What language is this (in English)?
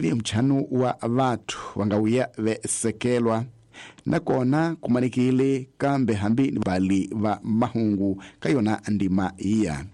Tsonga